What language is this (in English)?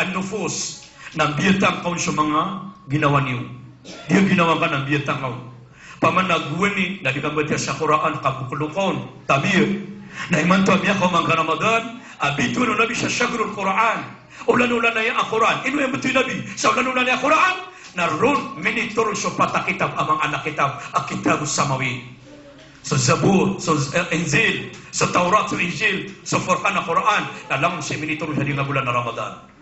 Maranao